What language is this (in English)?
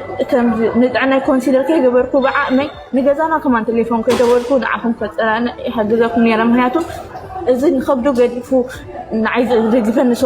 Tigrinya